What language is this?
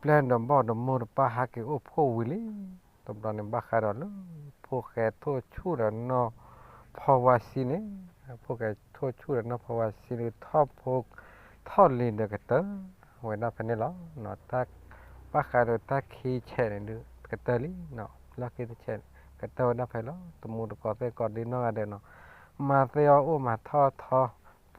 S'gaw Karen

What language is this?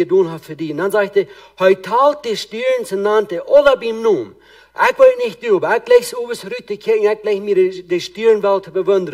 Plautdietsch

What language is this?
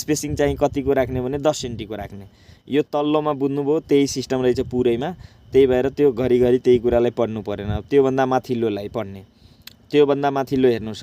Nepali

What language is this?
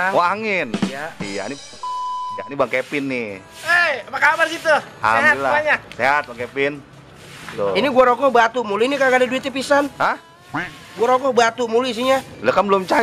Betawi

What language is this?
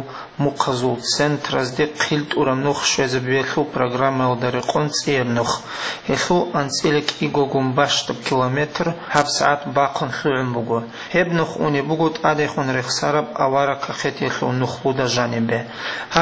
Avaric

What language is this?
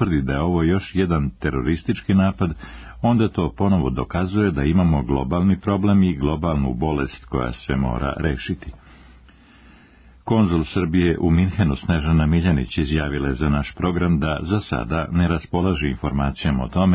Serbian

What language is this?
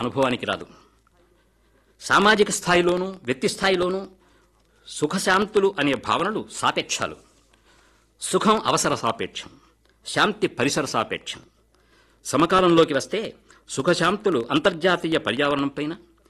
Telugu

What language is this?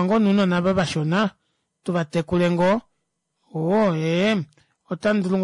Kuanyama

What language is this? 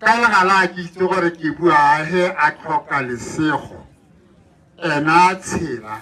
Tswana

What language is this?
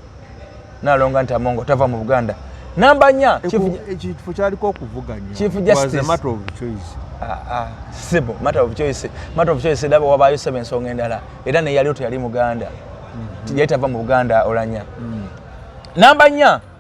Ganda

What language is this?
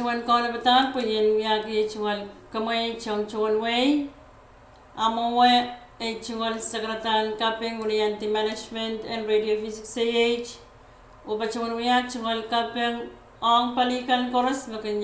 Pohnpeian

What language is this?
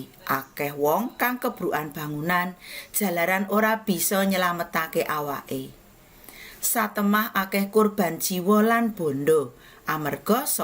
Javanese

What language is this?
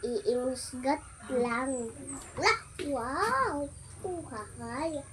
Cebuano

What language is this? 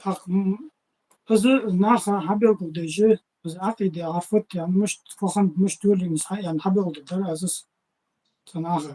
Ingush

